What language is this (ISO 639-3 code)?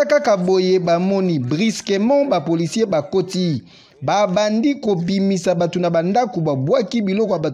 lin